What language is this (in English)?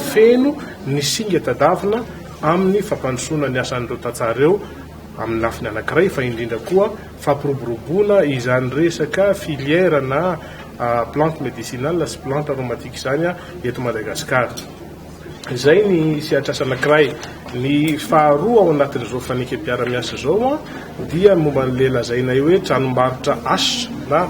Malagasy